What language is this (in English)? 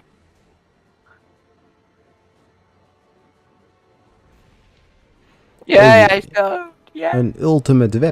Dutch